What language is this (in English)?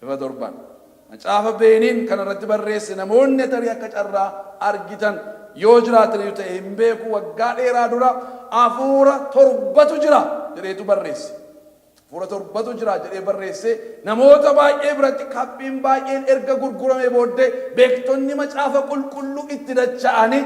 Oromo